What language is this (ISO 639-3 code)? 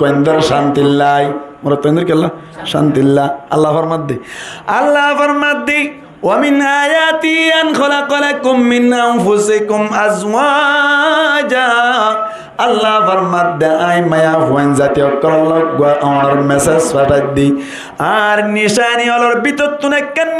rhg